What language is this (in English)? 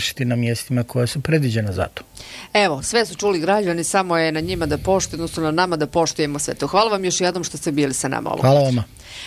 Bosnian